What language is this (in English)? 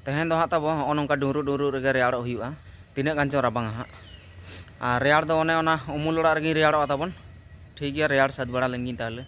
Santali